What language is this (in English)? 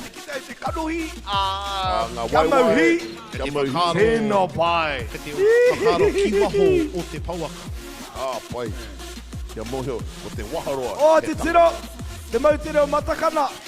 Māori